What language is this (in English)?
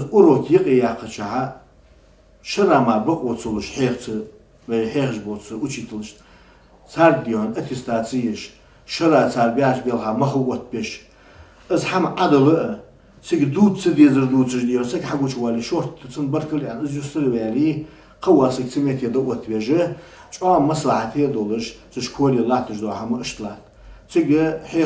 Ingush